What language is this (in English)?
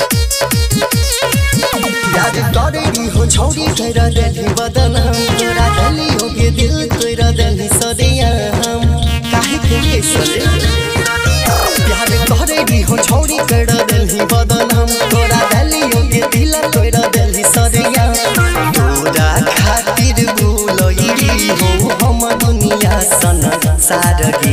Bhojpuri